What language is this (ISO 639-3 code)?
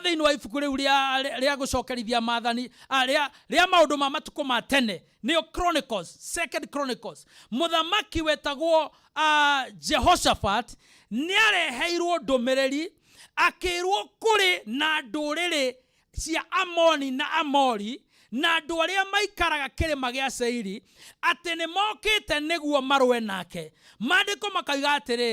kik